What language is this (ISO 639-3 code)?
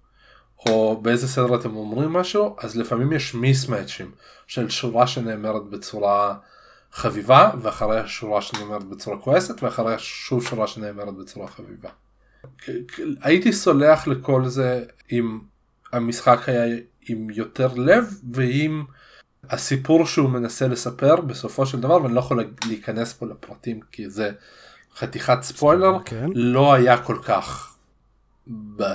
heb